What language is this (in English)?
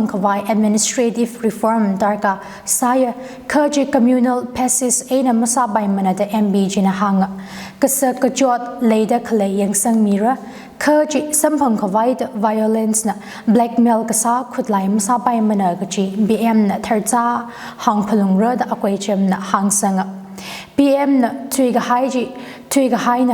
Tangkhul Naga (India)